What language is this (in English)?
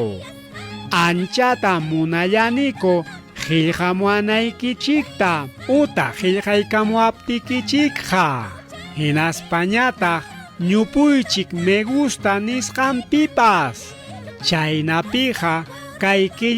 Ayacucho Quechua